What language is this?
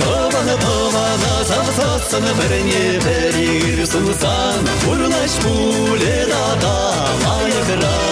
Chuvash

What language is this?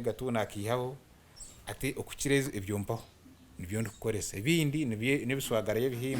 Nyankole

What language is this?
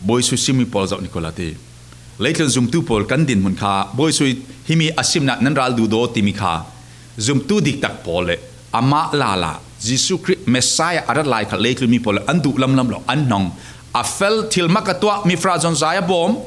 Falam Chin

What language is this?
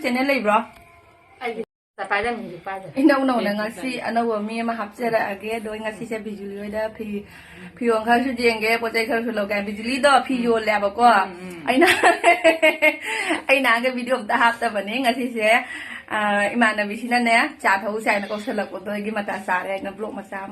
Manipuri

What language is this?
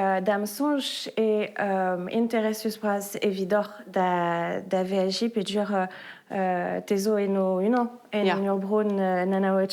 Breton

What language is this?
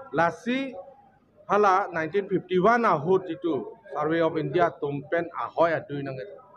Karbi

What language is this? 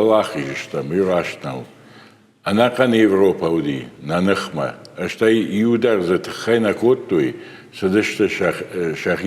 Ossetic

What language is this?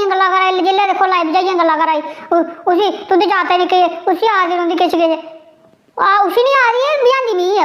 Dogri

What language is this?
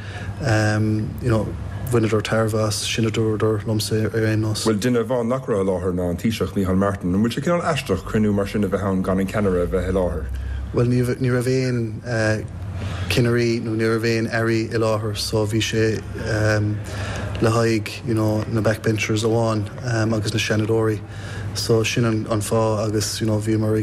Irish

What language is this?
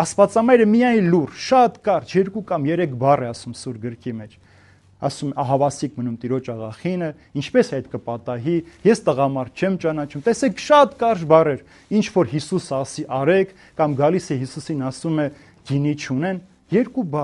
Armenian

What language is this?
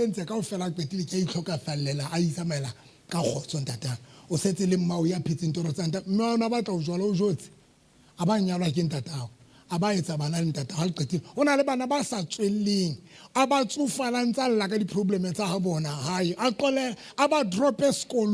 Southern Sotho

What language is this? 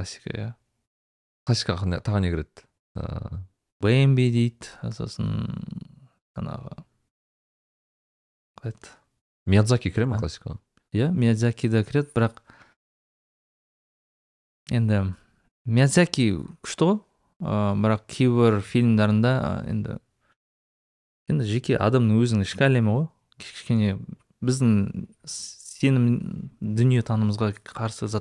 Kazakh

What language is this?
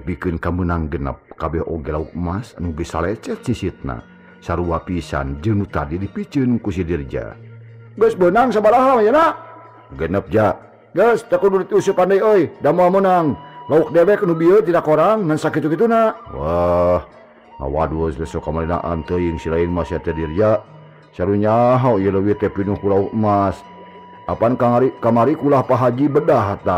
Sundanese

